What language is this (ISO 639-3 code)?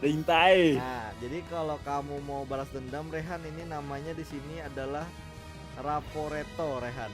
bjn